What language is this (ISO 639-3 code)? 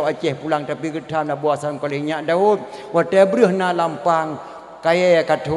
ace